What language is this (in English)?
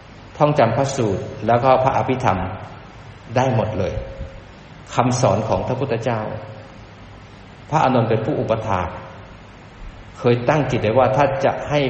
Thai